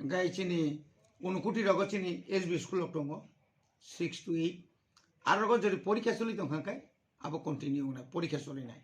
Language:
Kok Borok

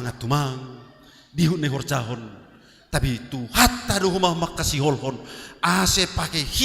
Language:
Batak Simalungun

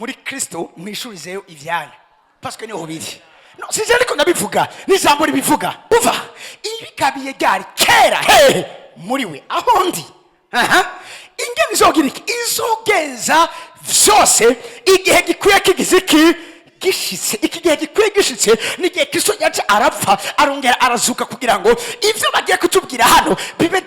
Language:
Rundi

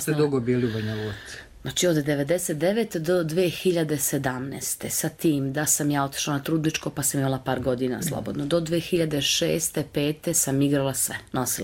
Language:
Serbian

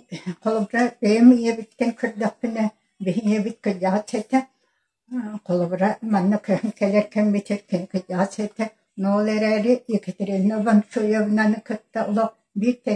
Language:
Yakut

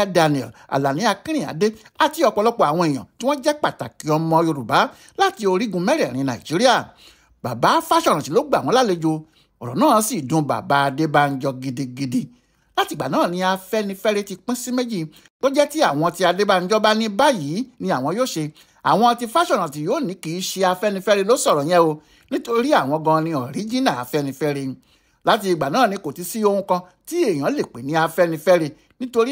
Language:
Yoruba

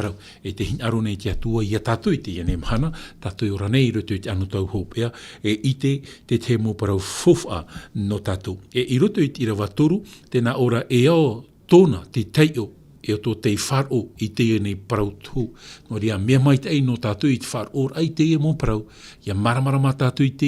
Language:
Tahitian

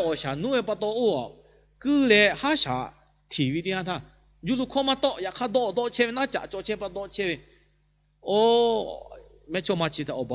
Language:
Lahu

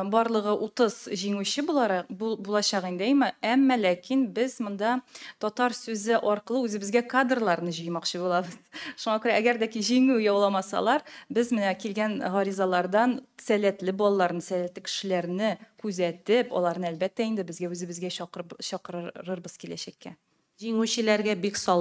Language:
Tatar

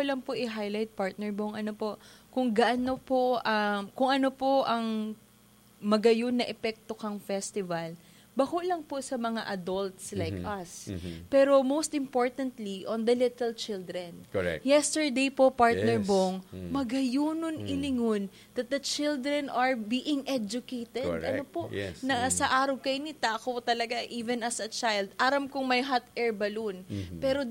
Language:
Bikol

